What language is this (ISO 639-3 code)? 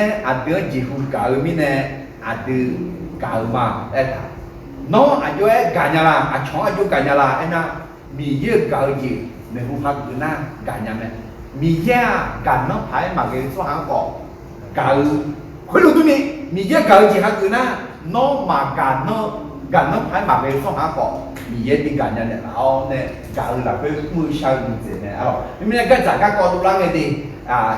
ahk